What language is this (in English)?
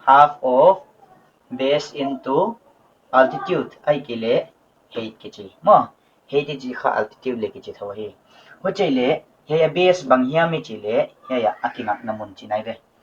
Paite Chin